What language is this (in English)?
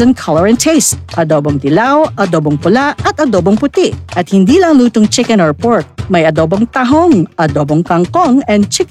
Filipino